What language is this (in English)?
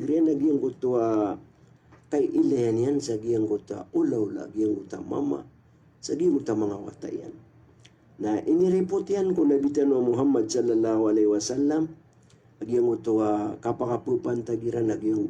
Maranao